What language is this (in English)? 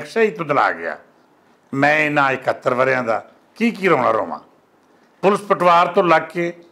Western Panjabi